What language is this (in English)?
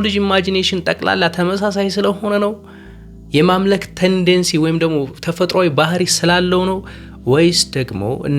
Amharic